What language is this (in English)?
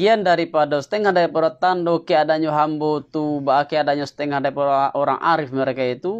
Minangkabau